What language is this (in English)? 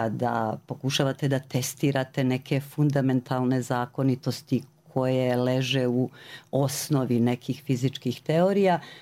Croatian